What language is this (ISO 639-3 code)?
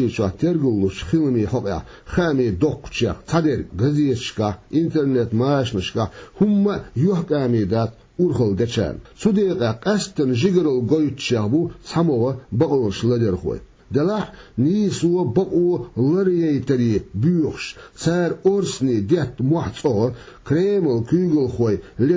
che